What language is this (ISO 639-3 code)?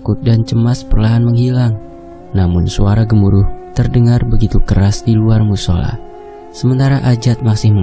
ind